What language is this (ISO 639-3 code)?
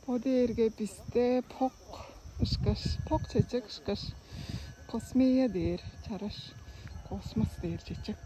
tyv